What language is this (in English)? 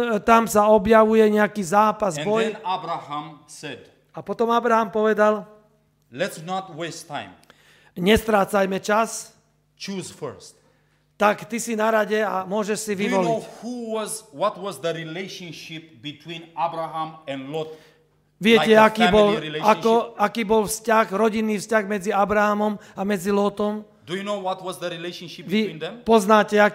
Slovak